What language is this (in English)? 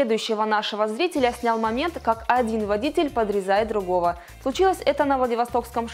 Russian